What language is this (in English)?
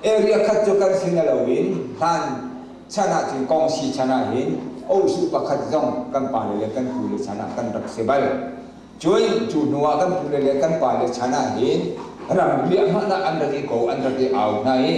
Hakha Chin